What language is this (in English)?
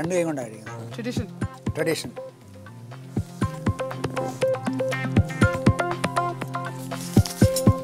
Malayalam